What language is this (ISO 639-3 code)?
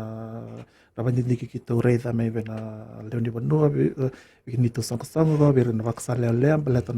fij